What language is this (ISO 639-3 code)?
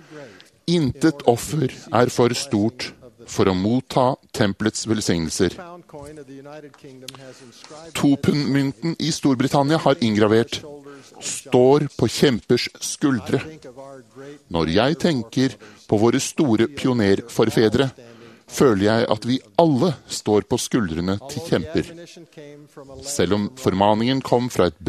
nor